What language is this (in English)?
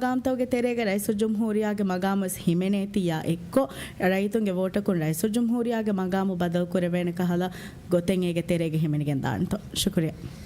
Divehi